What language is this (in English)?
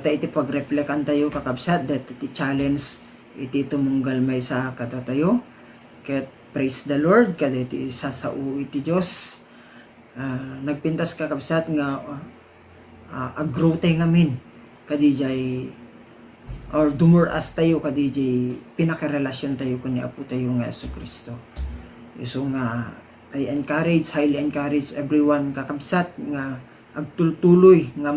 Iloko